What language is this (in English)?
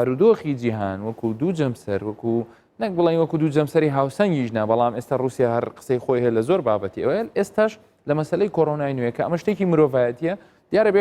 Central Kurdish